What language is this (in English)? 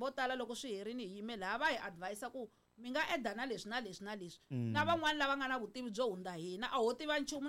Tsonga